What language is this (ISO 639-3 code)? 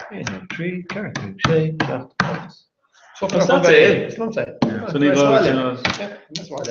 gle